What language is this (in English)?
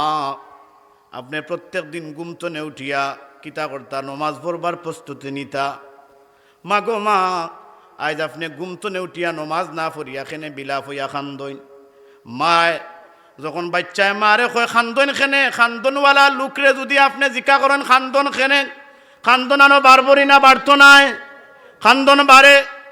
Sylheti